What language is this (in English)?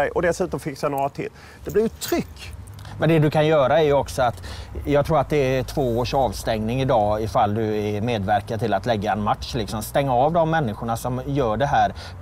Swedish